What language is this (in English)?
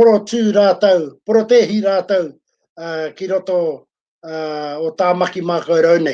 Māori